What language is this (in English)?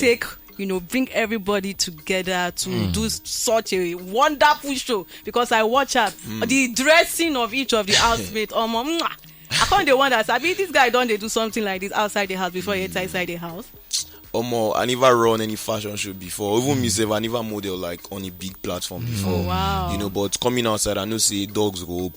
Nigerian Pidgin